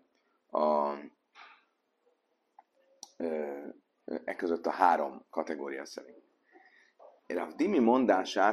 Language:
Hungarian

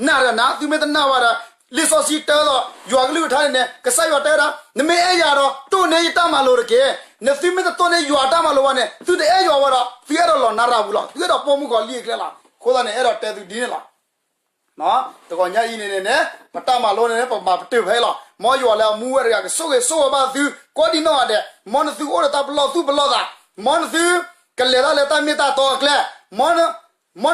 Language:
S'gaw Karen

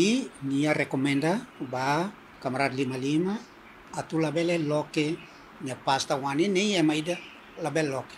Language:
Tetum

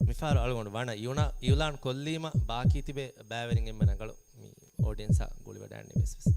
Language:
Divehi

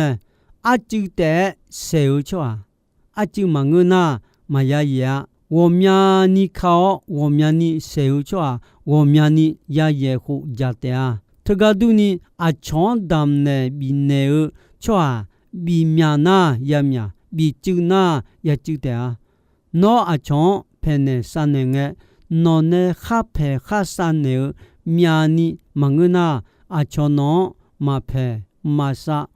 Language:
Akha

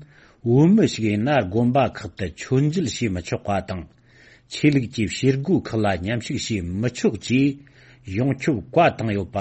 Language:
Tibetan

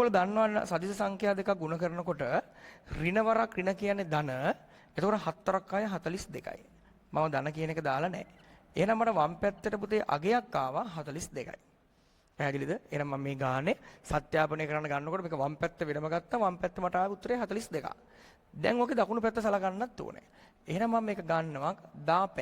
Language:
Sinhala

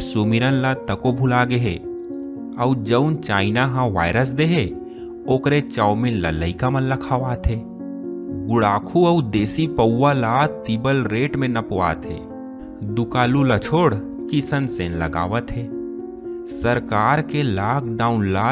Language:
Chhattisgarhi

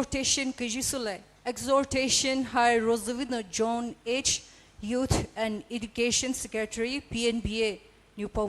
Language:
Poumei Naga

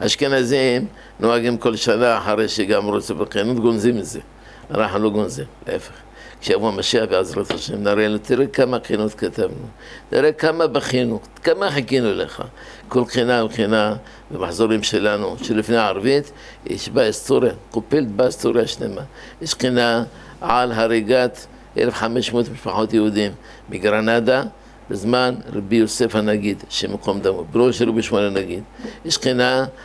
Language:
Hebrew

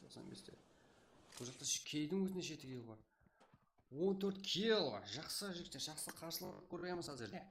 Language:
Kara-Kalpak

